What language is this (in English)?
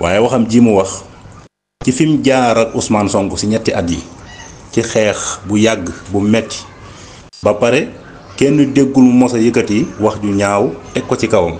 Wolof